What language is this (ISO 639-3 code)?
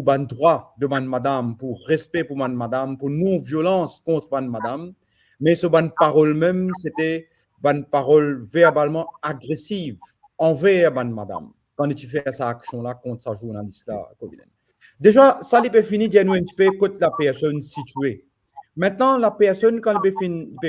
mfe